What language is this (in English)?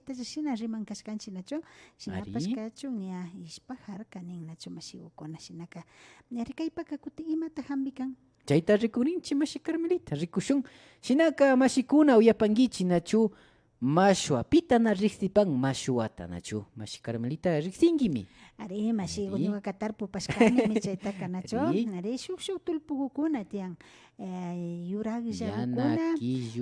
Imbabura Highland Quichua